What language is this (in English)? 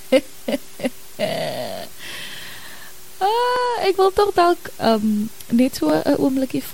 Afrikaans